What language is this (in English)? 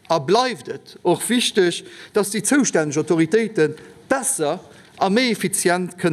Luxembourgish